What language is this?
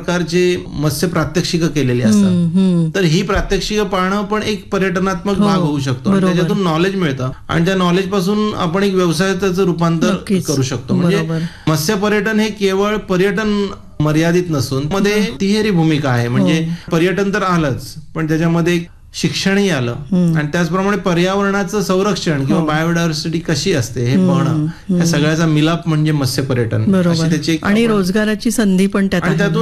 Marathi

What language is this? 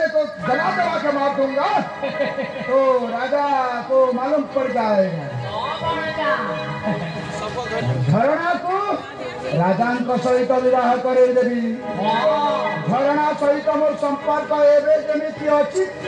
Odia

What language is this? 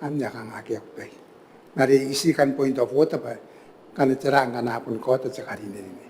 Gilbertese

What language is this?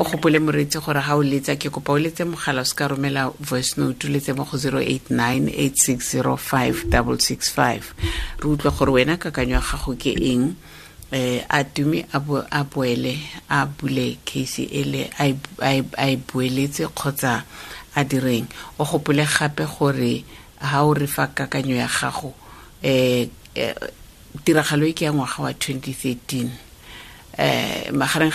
Tswana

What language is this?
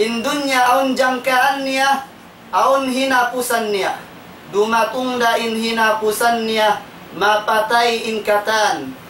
Tausug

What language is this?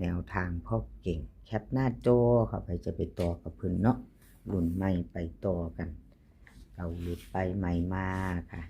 Northeastern Thai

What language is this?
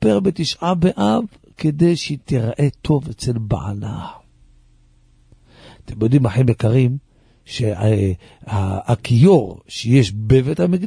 Hebrew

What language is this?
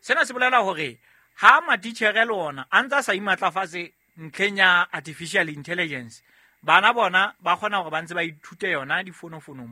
Southern Sotho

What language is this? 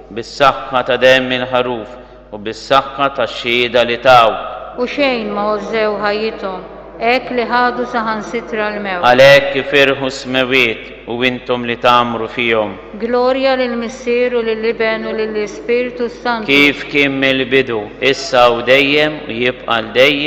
Maltese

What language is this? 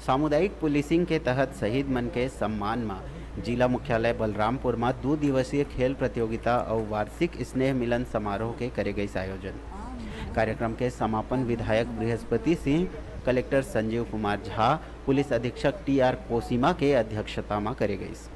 Chhattisgarhi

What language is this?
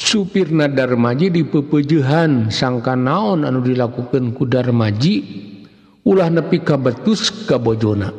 Sundanese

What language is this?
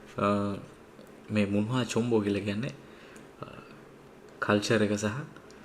Sinhala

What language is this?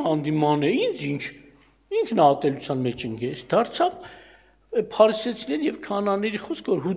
Armenian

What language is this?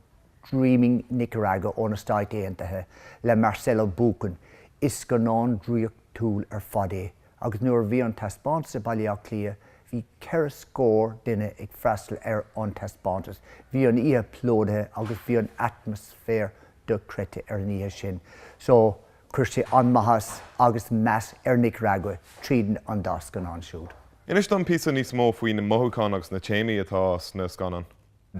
Irish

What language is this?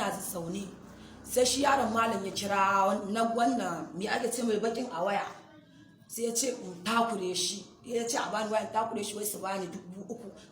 Hausa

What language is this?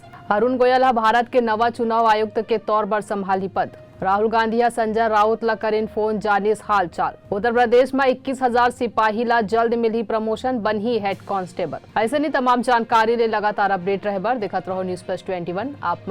Chhattisgarhi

